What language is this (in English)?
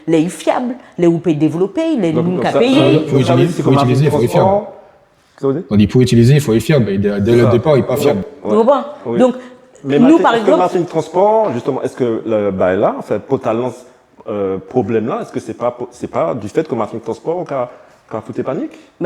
Guadeloupean Creole French